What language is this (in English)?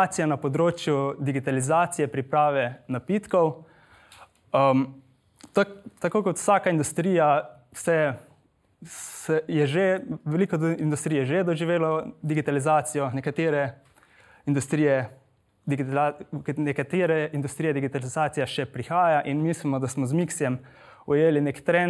Slovenian